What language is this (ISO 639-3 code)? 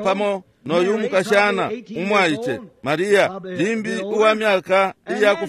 bem